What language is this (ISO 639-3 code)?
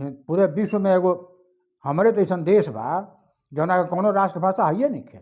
bho